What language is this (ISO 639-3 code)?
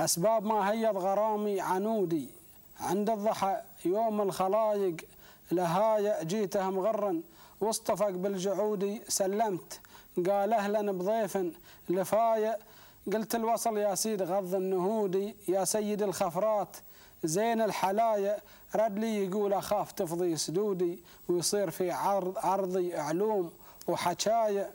afb